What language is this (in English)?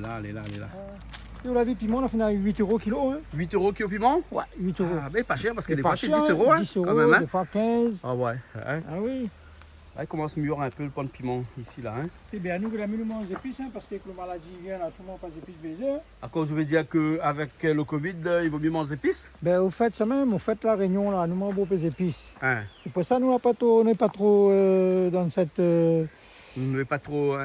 Réunion Creole French